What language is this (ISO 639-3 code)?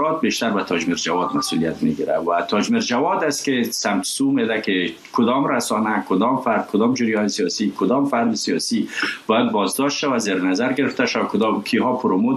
fas